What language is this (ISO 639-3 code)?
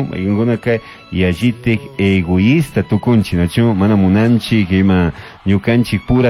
qug